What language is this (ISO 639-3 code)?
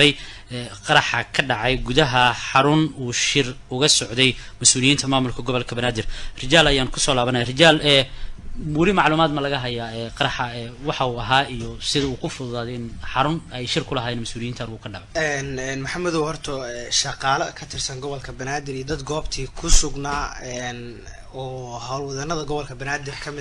som